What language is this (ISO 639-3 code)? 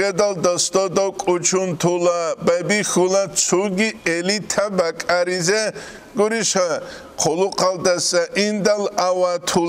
ava